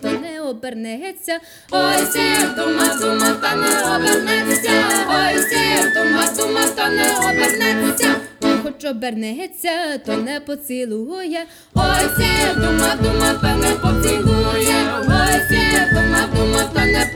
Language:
Ukrainian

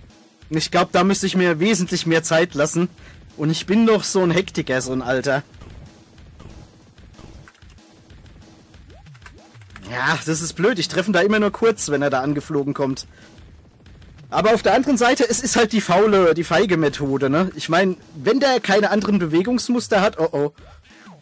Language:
German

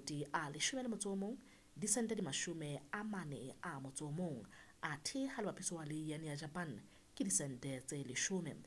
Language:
Southern Sotho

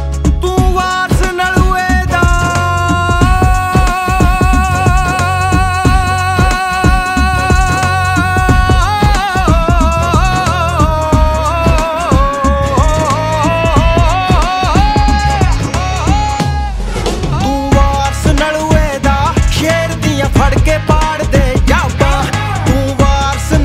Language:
Punjabi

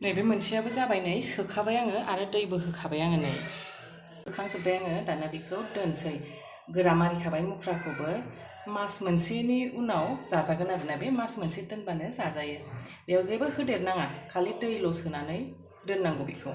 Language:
Bodo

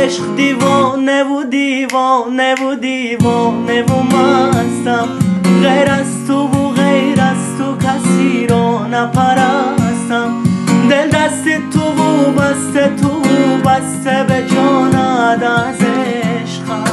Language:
Tajik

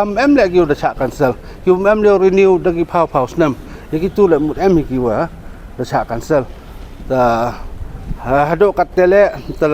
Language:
Pnar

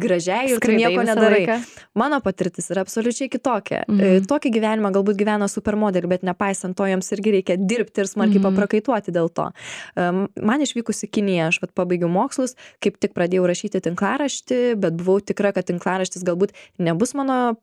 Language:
Lithuanian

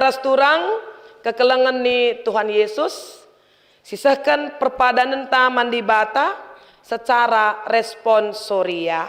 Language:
Batak Karo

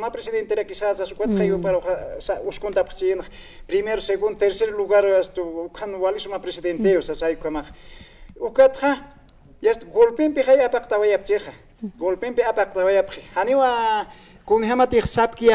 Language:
Aymara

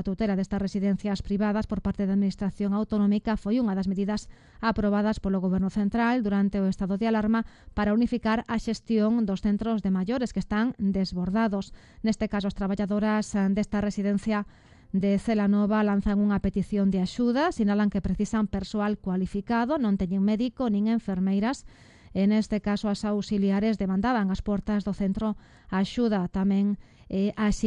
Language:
Galician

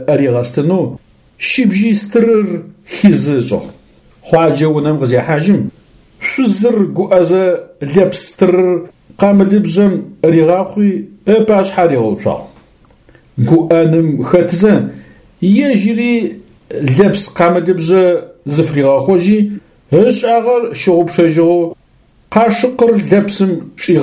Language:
Adyghe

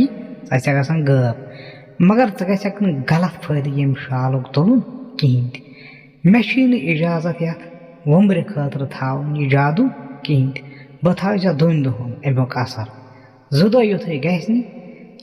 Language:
Kashmiri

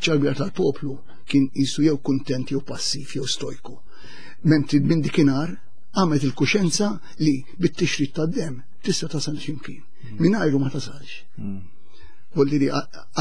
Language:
Maltese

